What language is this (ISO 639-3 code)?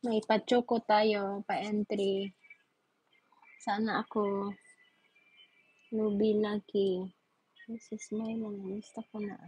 fil